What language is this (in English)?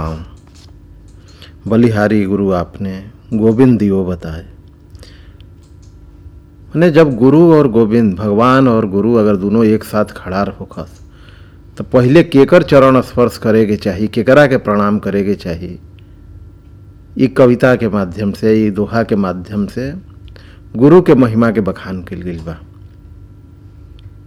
Bhojpuri